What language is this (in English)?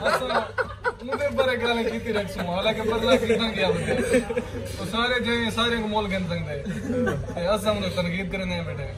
Saraiki